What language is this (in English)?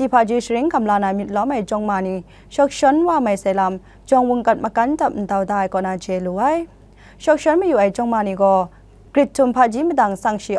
Kachin